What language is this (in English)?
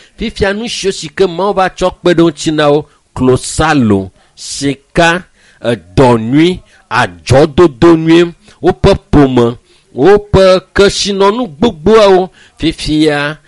Ewe